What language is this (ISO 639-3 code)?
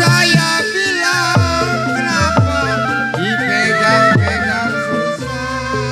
bew